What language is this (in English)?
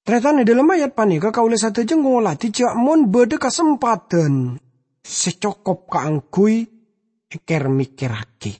Madurese